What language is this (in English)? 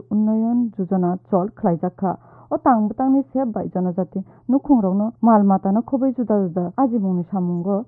Kok Borok